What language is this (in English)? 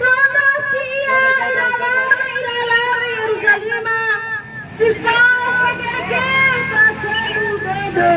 Nias